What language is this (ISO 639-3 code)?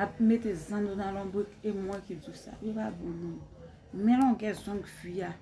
hat